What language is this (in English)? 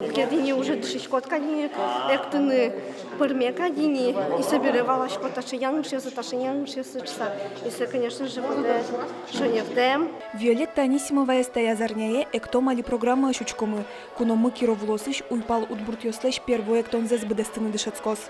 Udmurt